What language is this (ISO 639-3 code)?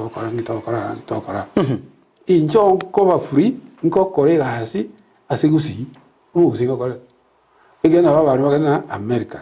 guz